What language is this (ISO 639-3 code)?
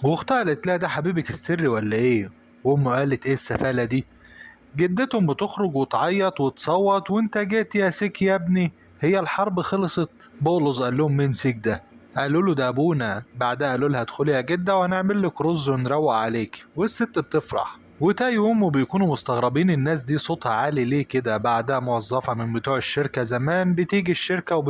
arz